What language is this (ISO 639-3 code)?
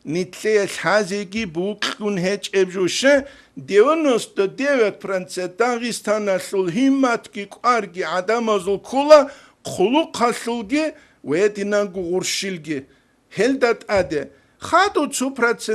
ava